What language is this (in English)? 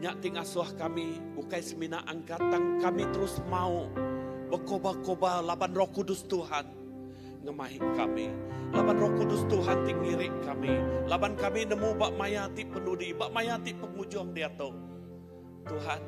Iban